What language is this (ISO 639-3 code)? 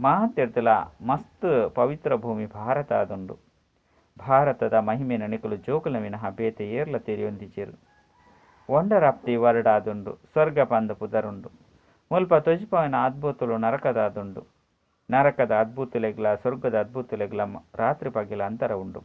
tcy